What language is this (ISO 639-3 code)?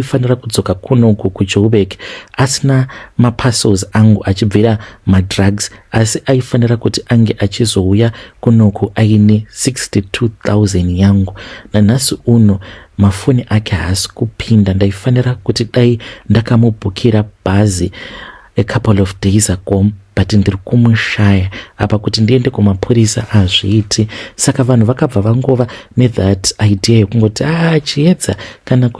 sna